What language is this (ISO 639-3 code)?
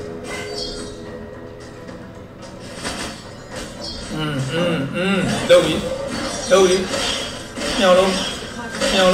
mya